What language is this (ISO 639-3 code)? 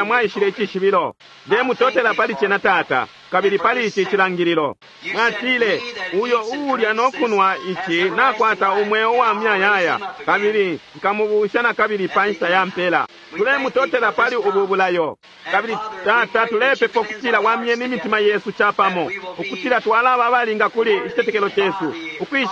bem